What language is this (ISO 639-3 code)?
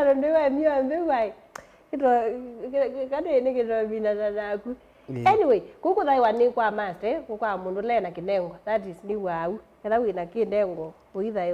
kam